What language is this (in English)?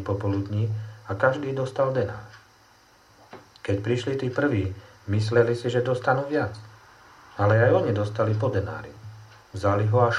Slovak